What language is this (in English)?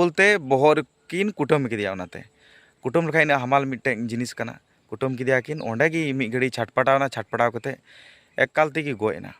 Santali